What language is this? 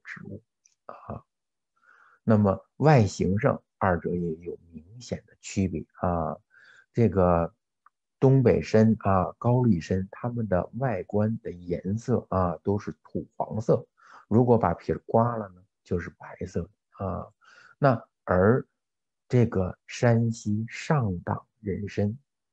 Chinese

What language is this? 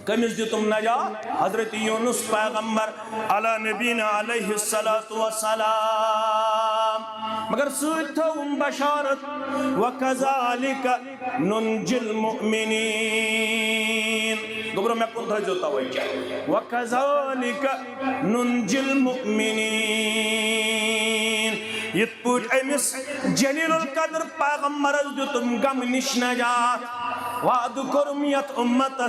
Kashmiri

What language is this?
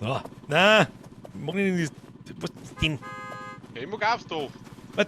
Bavarian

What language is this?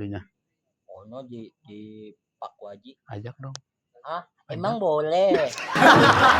Betawi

